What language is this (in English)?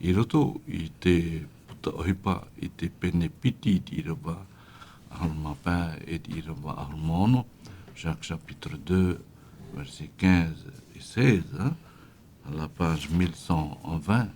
Tahitian